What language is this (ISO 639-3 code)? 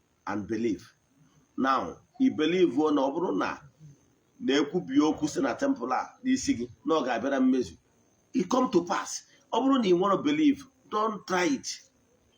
ibo